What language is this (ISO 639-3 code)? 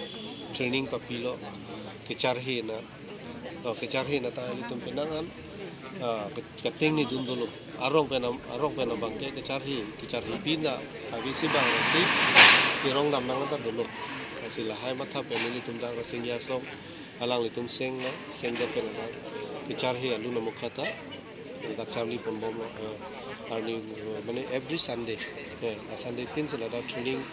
mjw